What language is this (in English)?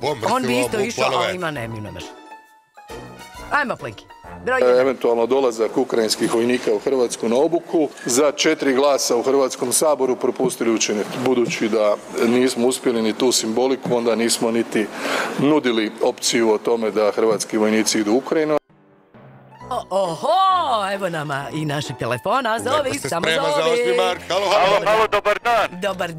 Croatian